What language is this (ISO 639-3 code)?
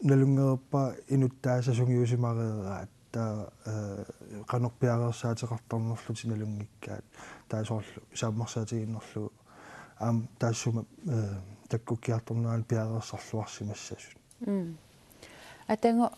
kal